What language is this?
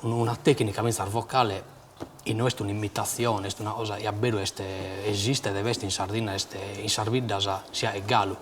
Sardinian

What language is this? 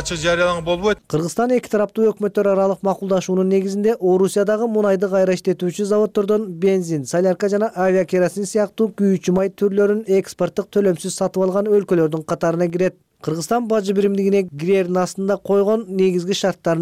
Kyrgyz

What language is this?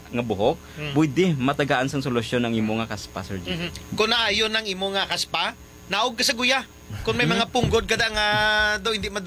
Hiligaynon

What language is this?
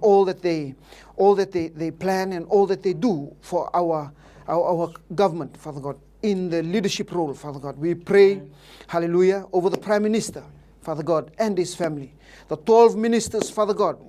Fijian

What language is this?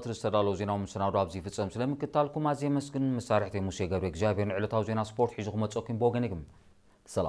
Tigrinya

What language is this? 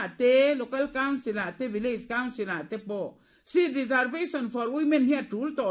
Mizo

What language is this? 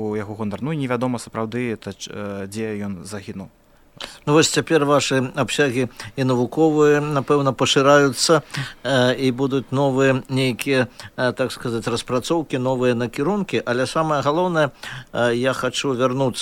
Belarusian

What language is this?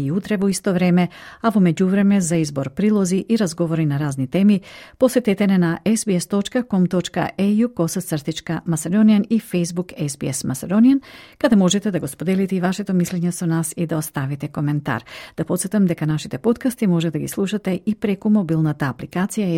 Macedonian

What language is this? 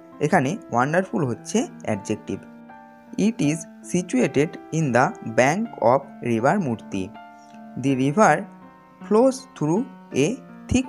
Bangla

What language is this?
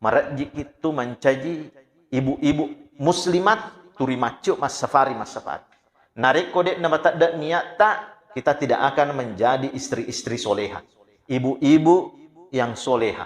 Buginese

